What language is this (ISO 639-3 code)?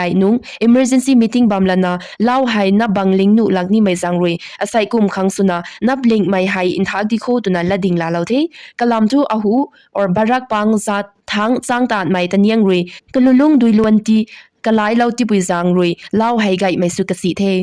nbu